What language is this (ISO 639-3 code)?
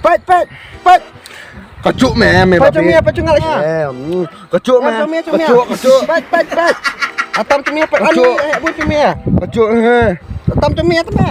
kha